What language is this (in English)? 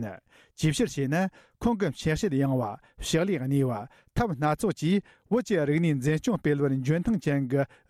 Tibetan